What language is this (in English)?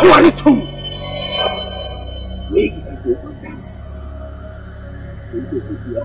Akan